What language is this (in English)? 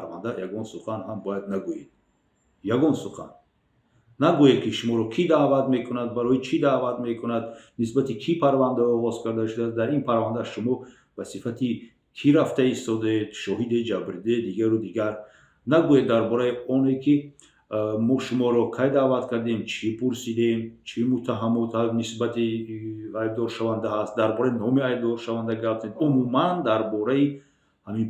Tajik